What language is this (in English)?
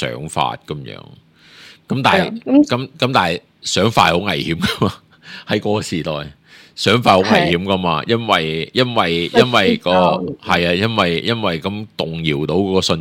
Cantonese